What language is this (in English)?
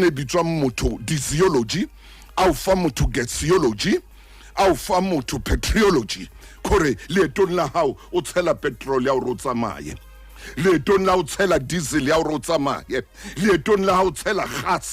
Southern Sotho